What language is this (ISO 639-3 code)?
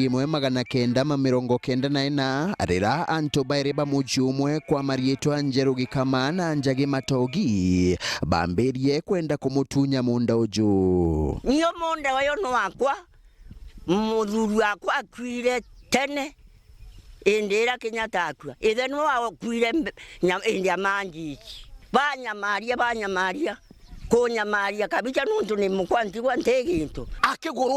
mer